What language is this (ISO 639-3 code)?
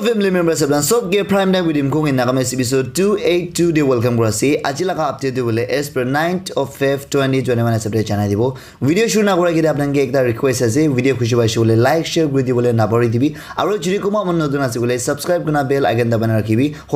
nag